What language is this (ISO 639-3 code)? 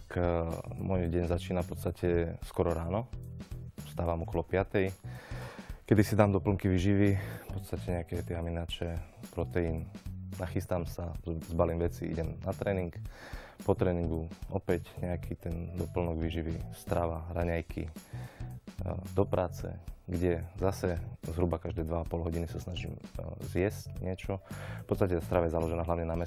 slk